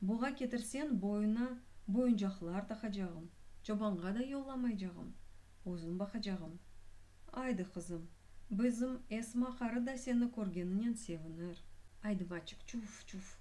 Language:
Crimean Tatar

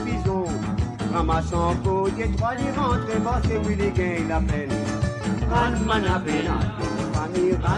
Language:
Morisyen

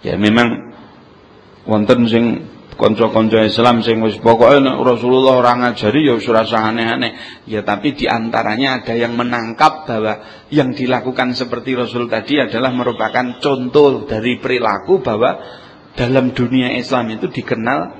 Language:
Javanese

